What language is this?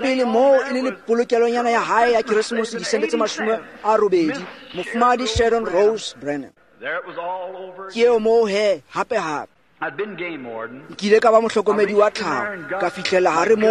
Tswana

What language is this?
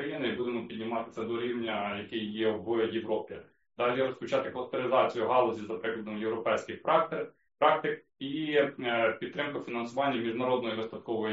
Ukrainian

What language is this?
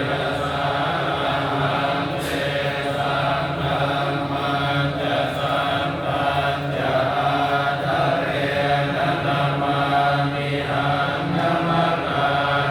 Pali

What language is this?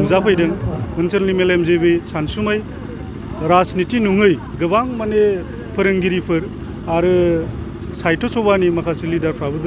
Bodo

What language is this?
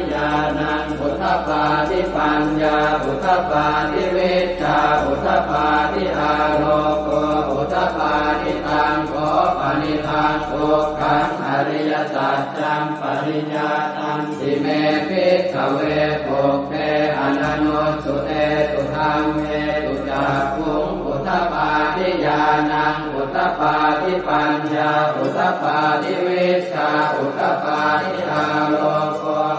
Pali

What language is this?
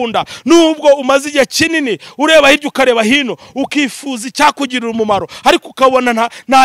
Kinyarwanda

